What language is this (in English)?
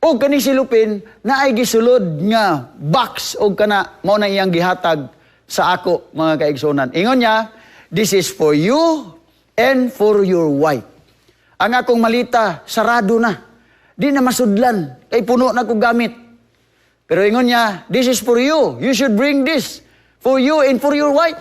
Cebuano